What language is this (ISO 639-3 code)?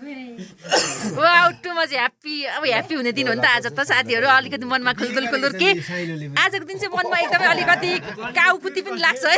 nep